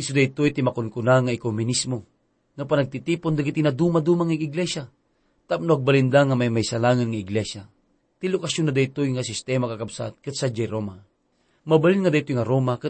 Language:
Iloko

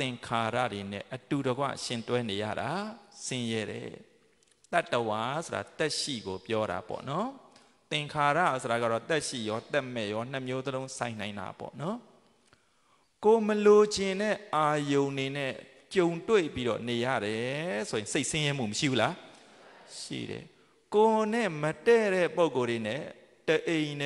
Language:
Burmese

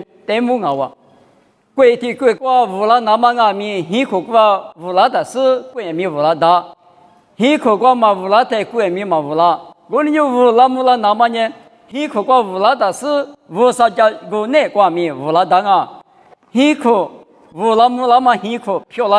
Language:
Lisu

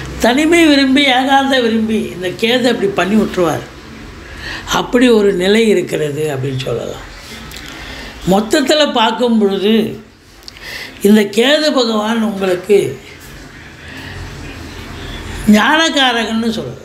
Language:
Tamil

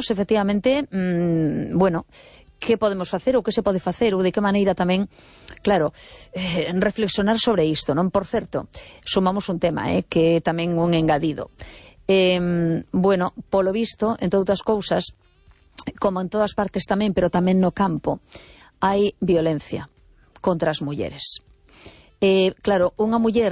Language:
Galician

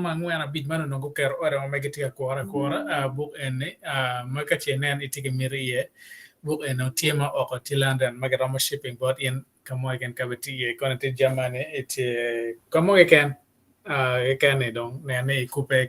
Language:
Acoli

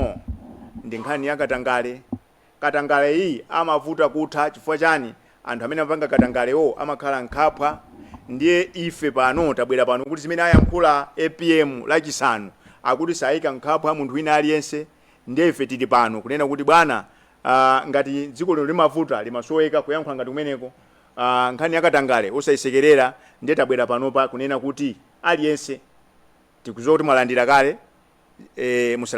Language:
Nyanja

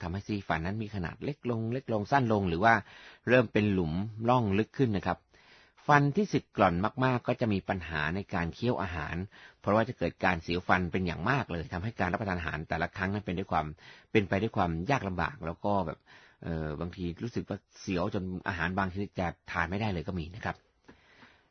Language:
Thai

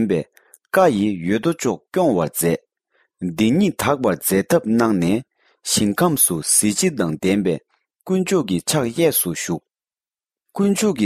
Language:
Tibetan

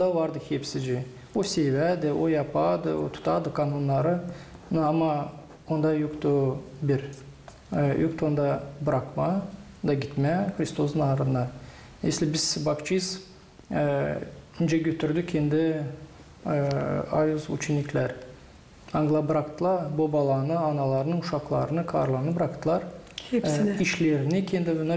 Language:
Gagauz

